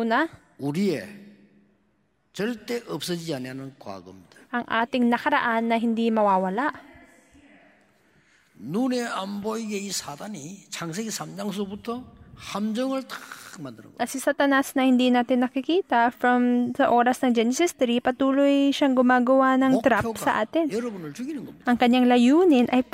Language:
Filipino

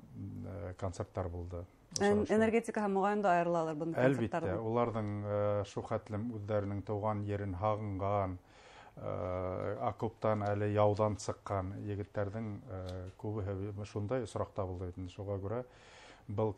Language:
Bashkir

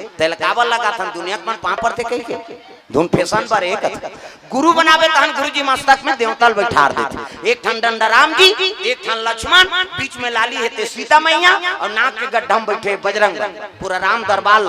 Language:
Chhattisgarhi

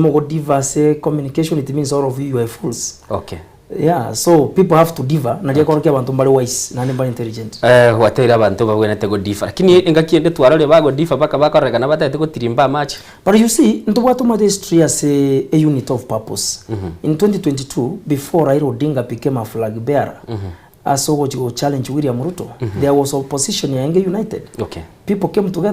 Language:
Gusii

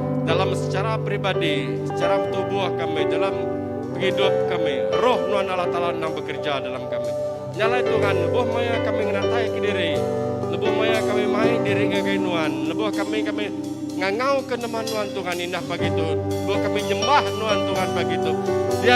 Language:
Iban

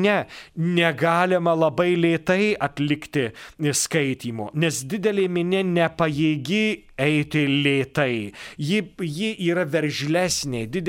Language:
Lithuanian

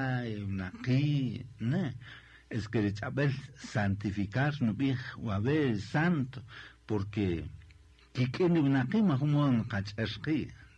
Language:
Kaqchikel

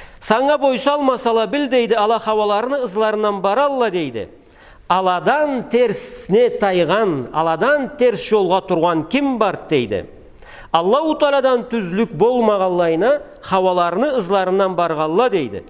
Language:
Karachay-Balkar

